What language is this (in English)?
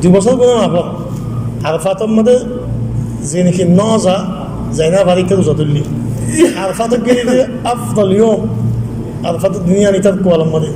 Rohingya